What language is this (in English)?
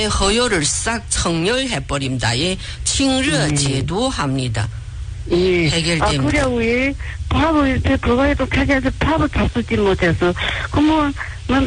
Korean